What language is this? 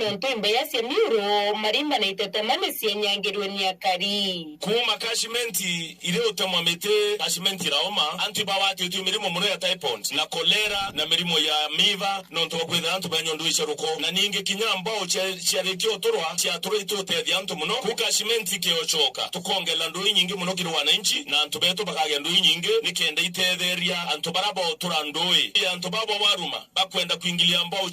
Meru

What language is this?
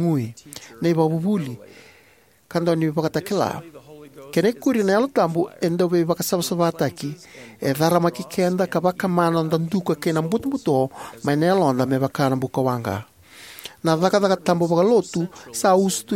Fijian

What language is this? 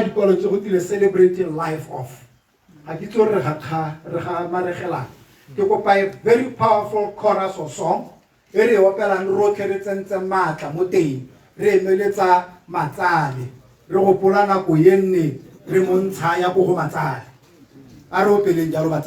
Tswana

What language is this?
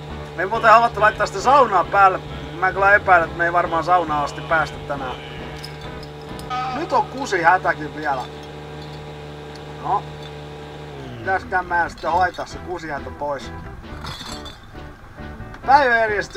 Finnish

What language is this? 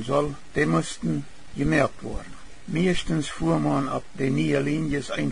Plautdietsch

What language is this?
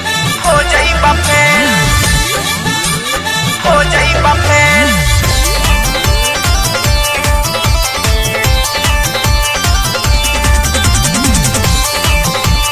Bhojpuri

